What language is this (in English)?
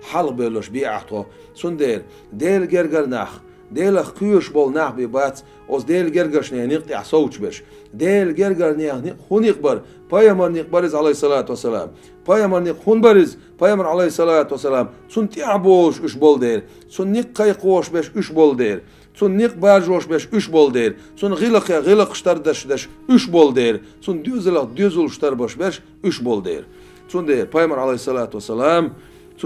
Chechen